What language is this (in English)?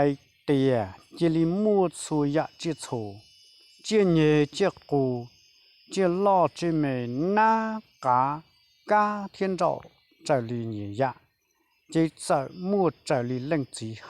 Hmong